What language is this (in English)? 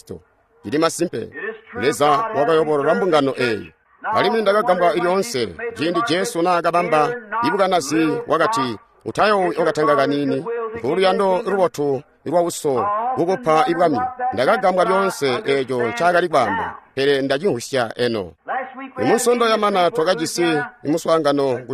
Tonga (Zambia)